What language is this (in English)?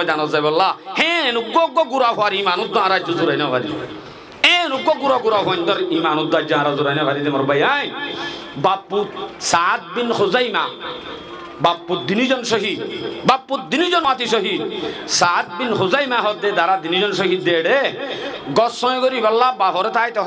Rohingya